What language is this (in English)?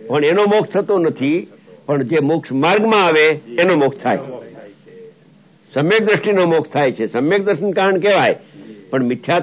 Gujarati